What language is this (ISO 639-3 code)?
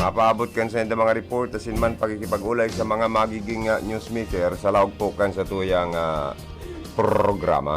bik